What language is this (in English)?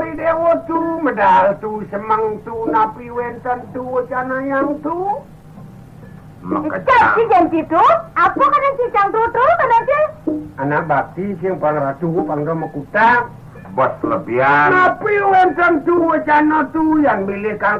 Balinese